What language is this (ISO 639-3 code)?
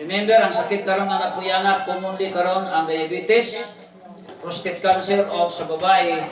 ceb